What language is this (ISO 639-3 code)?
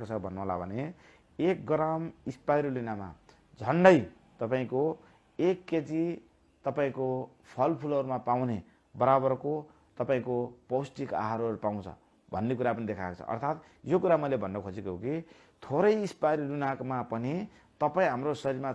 nep